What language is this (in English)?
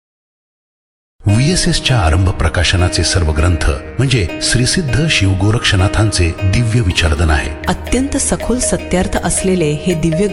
Marathi